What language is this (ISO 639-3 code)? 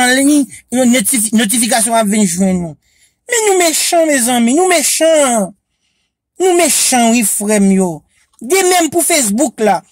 hat